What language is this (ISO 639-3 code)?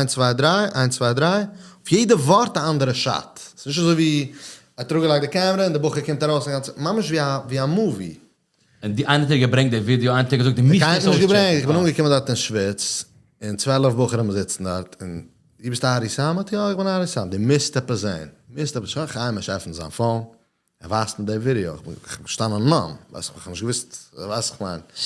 yid